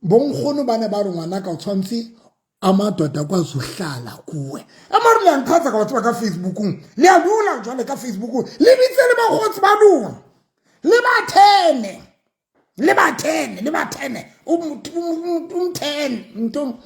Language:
Southern Sotho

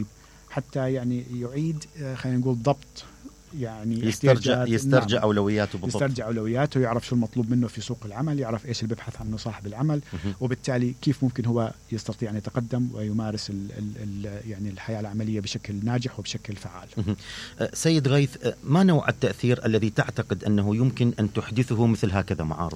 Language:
Mesopotamian Arabic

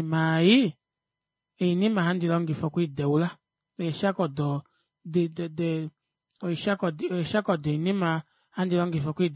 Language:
Kuanyama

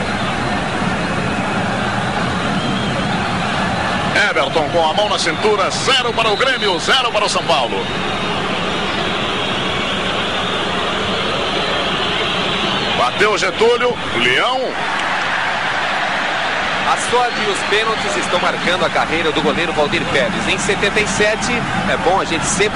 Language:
Portuguese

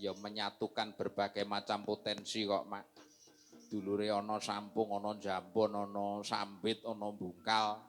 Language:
Javanese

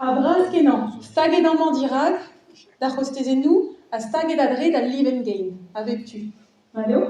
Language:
Breton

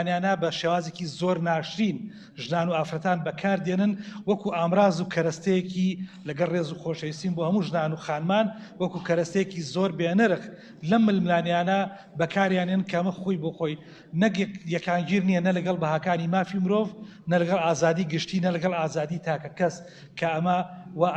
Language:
Central Kurdish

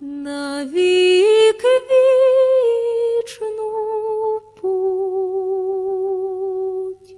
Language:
Rusyn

